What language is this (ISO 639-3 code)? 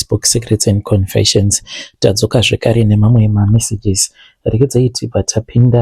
sna